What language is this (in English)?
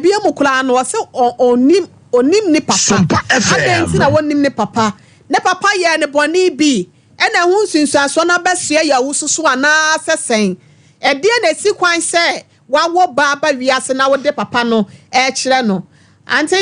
Akan